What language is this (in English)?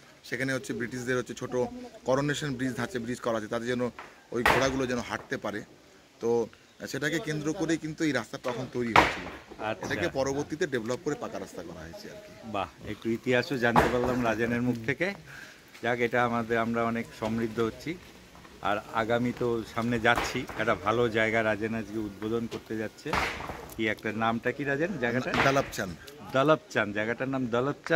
Bangla